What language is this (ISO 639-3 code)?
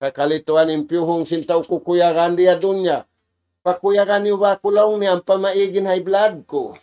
tsg